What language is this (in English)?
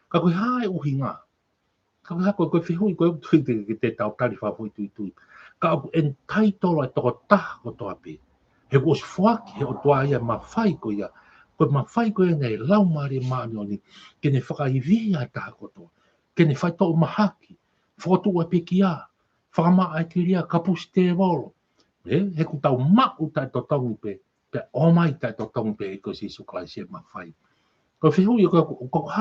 Tongan